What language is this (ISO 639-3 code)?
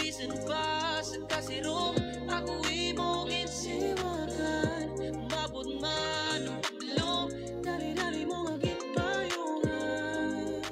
war